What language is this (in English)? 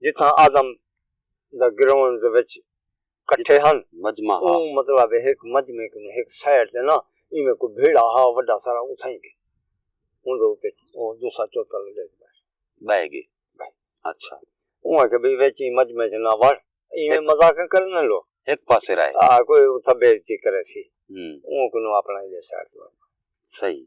Saraiki